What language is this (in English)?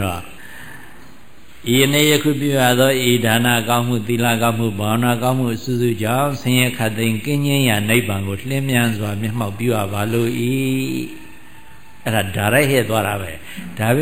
Burmese